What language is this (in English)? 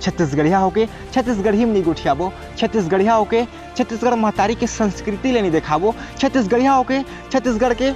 Chhattisgarhi